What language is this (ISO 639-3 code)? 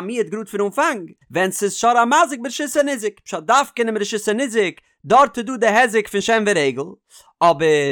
yid